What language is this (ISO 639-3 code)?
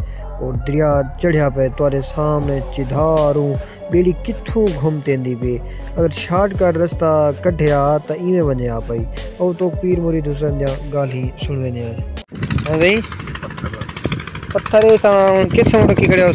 skr